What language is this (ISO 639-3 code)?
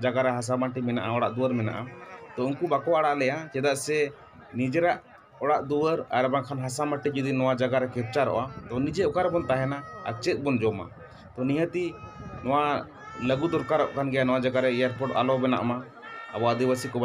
sat